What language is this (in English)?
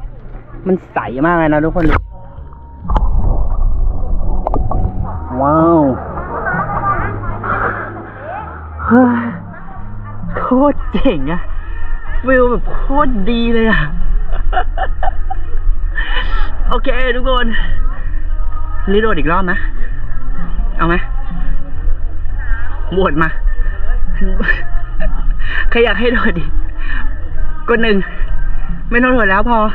Thai